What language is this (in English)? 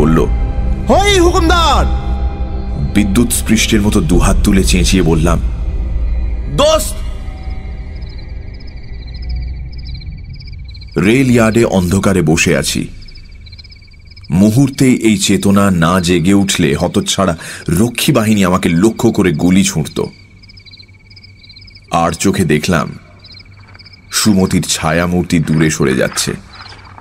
Bangla